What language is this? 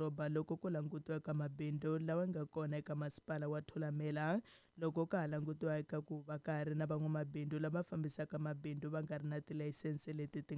Tsonga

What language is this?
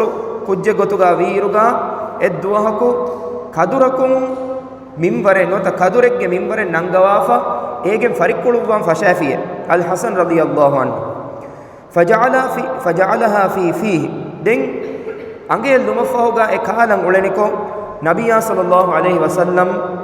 Divehi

